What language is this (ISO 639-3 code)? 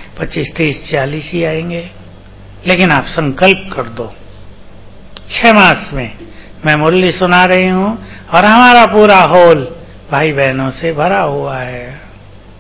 hin